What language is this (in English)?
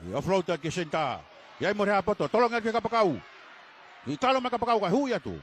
Tongan